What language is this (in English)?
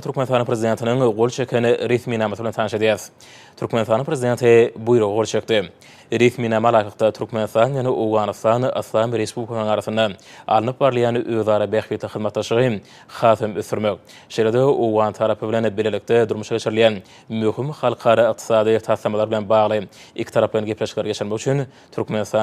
Turkmen